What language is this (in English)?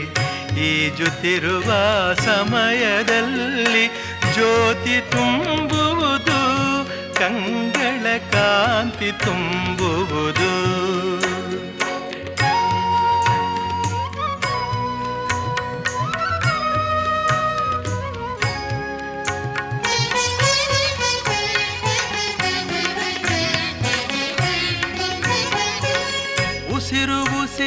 Kannada